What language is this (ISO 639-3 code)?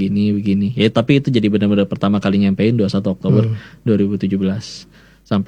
ind